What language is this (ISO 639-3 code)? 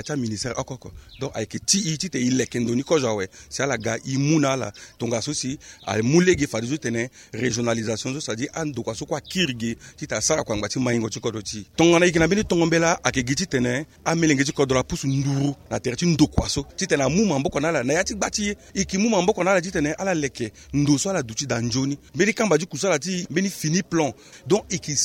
sag